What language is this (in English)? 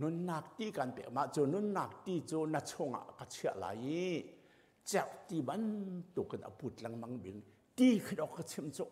Hakha Chin